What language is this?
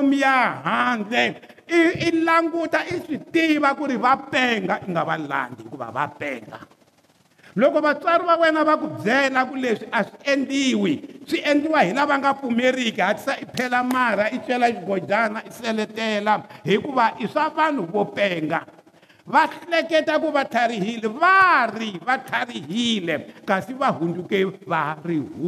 Tsonga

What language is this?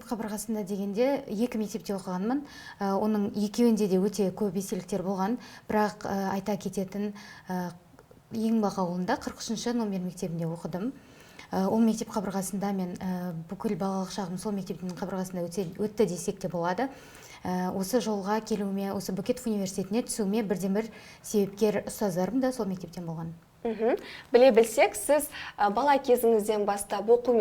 Kazakh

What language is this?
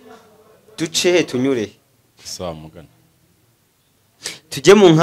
Kinyarwanda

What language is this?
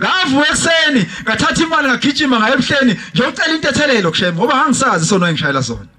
Zulu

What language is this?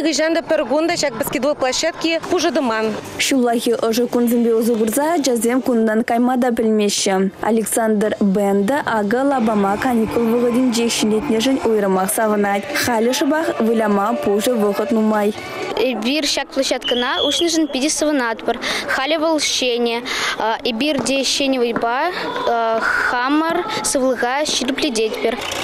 Chuvash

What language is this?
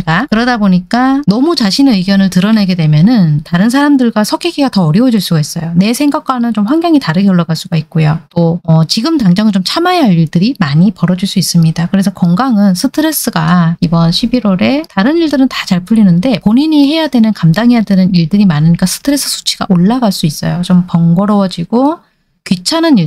Korean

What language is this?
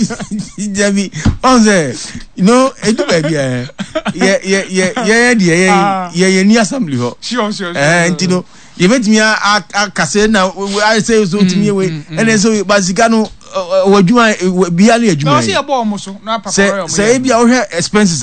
Akan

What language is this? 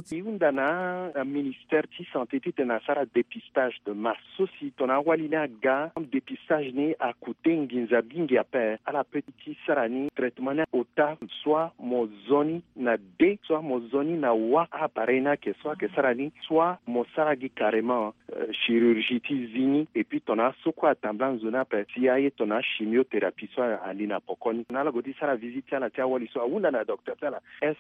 Sango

